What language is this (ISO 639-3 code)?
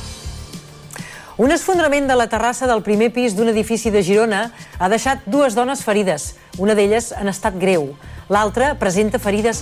cat